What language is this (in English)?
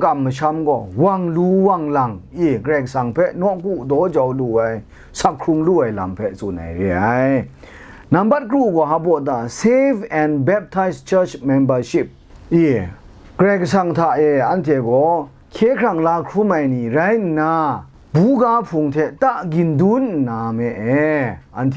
Kachin